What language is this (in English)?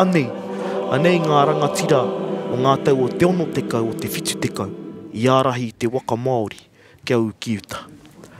Māori